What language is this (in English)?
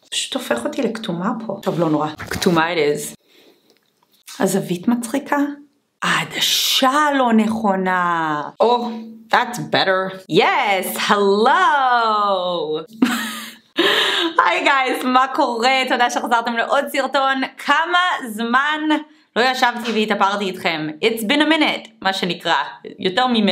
Hebrew